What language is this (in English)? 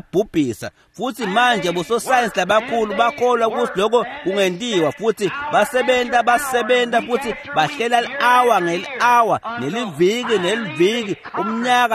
Swati